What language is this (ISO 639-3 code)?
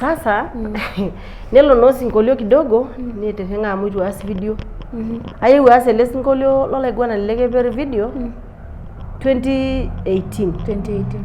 mas